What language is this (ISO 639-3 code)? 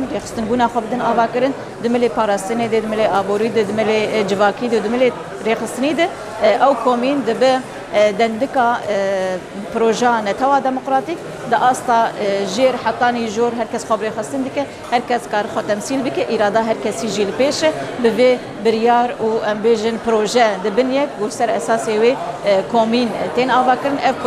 kur